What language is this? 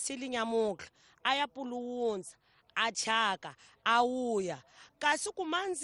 Tsonga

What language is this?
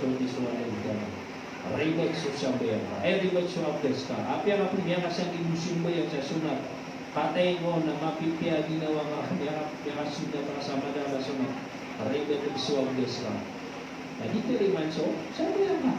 Maranao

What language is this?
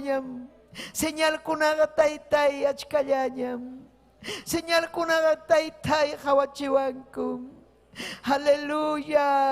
Ayacucho Quechua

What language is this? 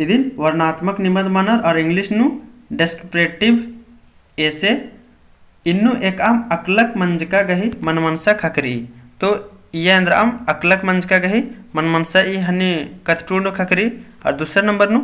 Kurukh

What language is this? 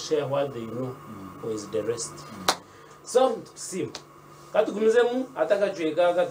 Nyankole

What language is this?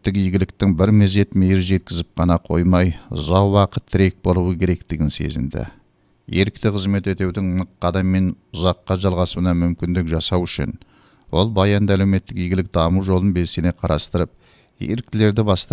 Kazakh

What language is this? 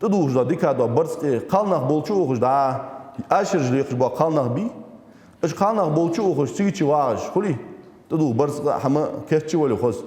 Ingush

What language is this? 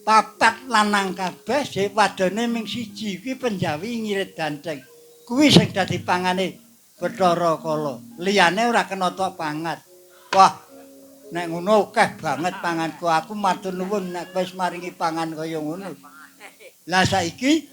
Javanese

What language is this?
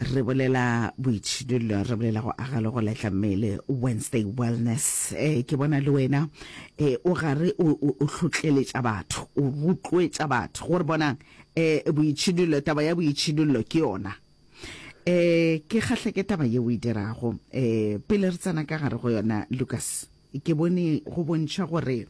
Northern Sotho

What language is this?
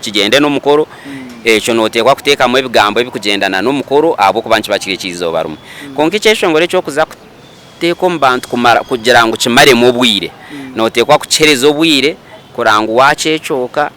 Nyankole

